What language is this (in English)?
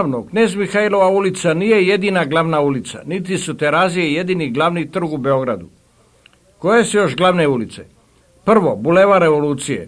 Serbian